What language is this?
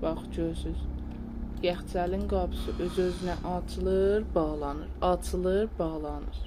South Azerbaijani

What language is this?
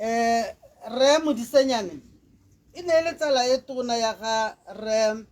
Tswana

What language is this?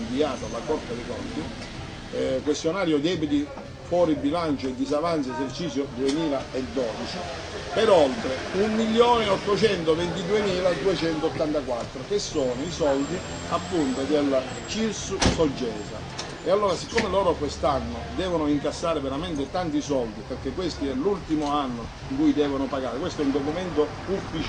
Italian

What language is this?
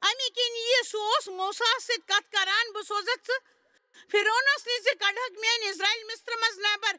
Kashmiri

